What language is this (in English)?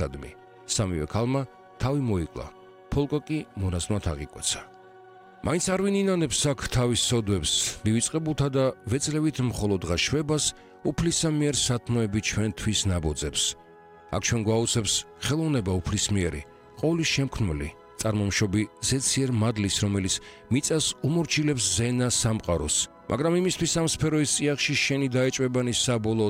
Georgian